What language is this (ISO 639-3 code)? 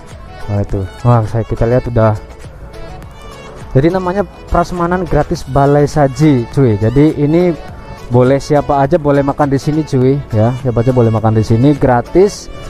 ind